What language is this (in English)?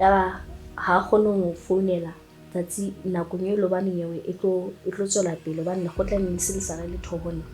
Southern Sotho